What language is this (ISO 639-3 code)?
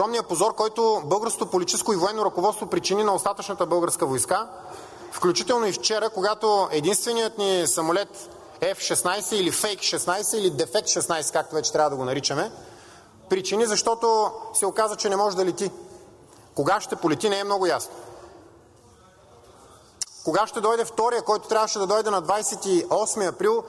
bul